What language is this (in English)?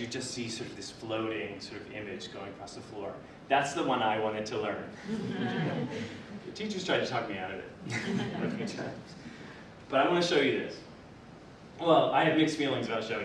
English